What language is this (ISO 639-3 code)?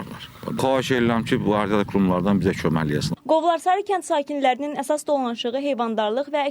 aze